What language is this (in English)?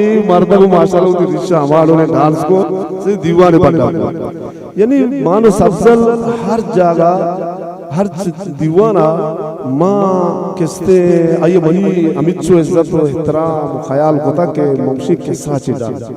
Eastern Balochi